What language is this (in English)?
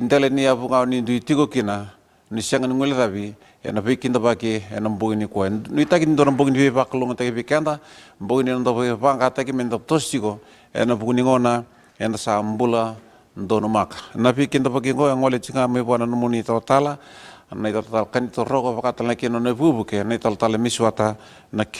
Fijian